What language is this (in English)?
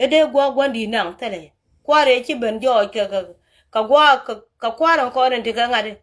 Nuer